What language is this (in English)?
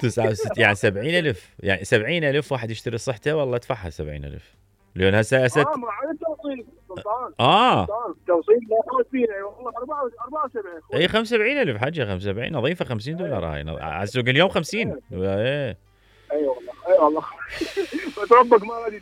Mesopotamian Arabic